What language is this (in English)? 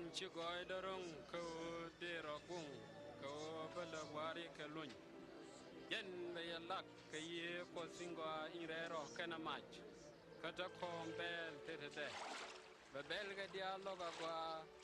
Nuer